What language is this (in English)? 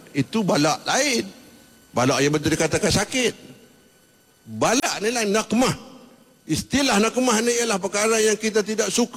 Malay